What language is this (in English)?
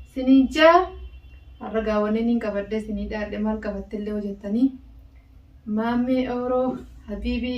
Oromo